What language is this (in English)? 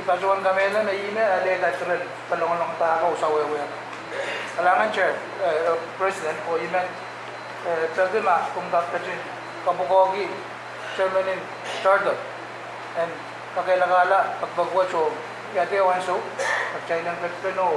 Pohnpeian